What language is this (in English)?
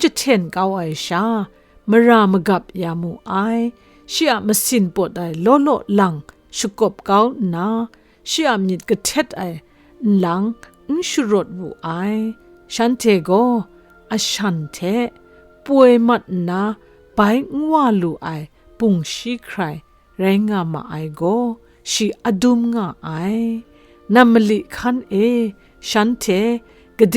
Kachin